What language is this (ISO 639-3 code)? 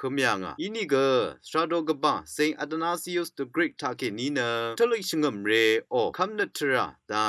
raw